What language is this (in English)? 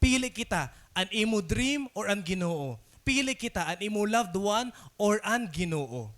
Waray